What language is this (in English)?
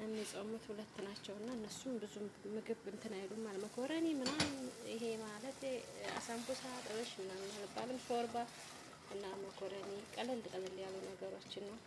Amharic